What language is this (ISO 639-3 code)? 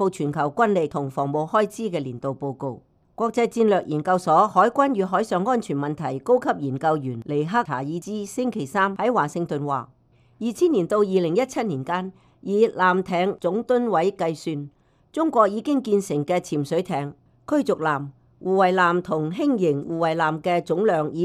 yue